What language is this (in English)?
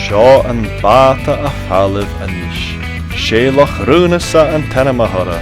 Scottish Gaelic